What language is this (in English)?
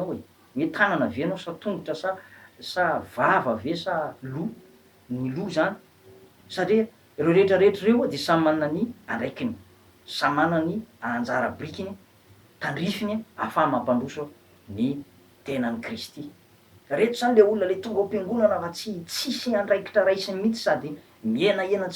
Malagasy